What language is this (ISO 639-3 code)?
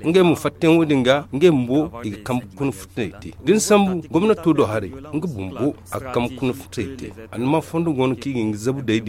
dje